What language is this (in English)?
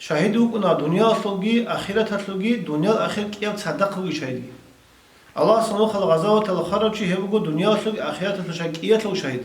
Avaric